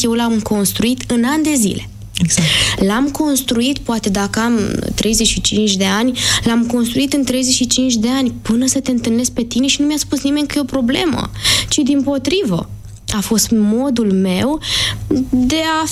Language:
Romanian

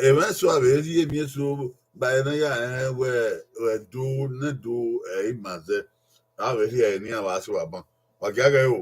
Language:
Bini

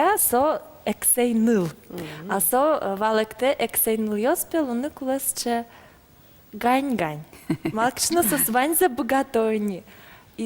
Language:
Udmurt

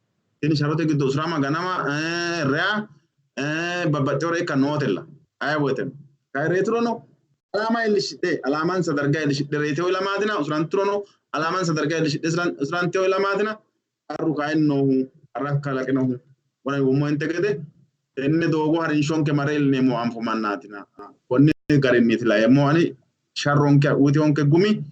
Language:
Sidamo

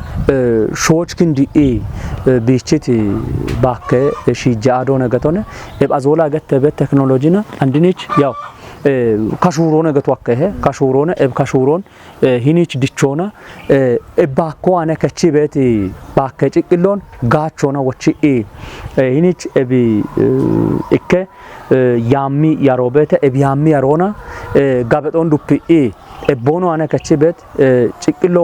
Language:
Kafa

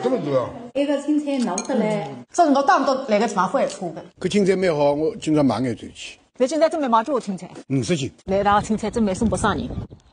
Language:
Wu Chinese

